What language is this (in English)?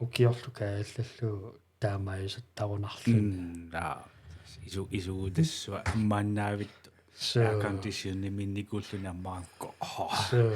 Kalaallisut